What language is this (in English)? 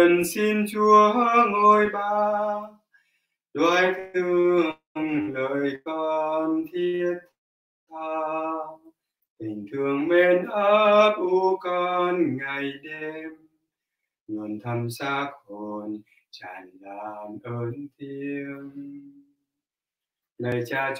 Vietnamese